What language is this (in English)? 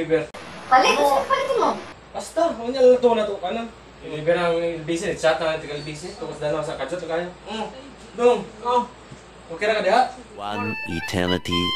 Cebuano